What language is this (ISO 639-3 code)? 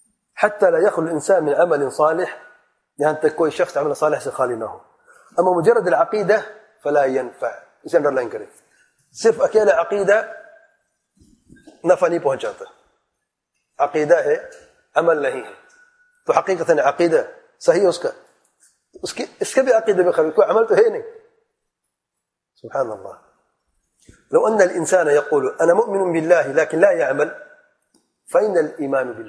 urd